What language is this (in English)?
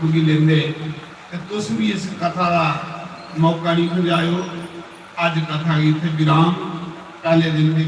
Dogri